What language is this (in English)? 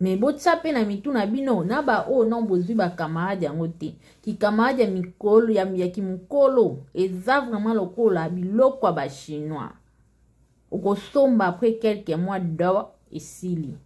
Lingala